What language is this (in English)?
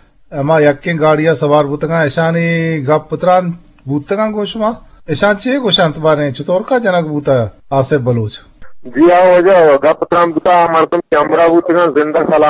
Eastern Balochi